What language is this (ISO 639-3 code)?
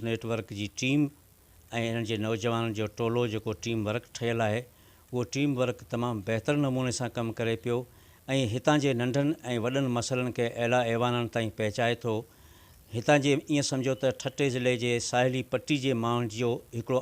snd